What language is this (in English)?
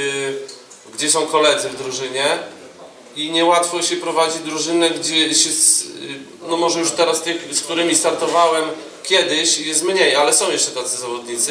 Polish